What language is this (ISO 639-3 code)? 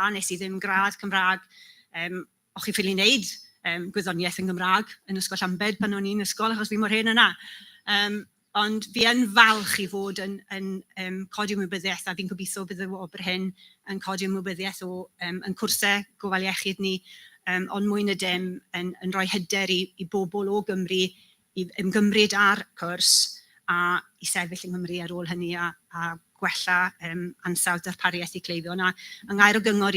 cym